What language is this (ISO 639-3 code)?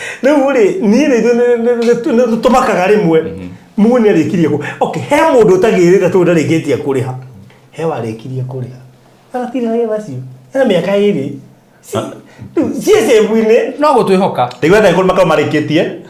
kik